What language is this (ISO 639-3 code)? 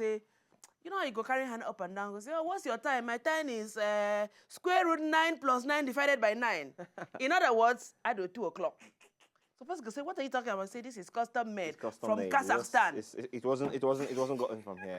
pcm